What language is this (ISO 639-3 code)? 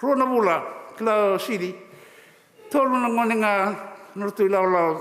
fij